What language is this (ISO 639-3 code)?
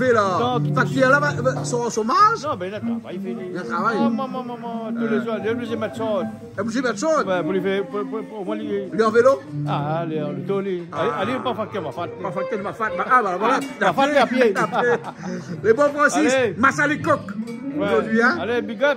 rcf